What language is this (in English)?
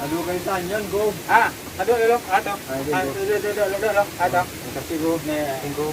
Minangkabau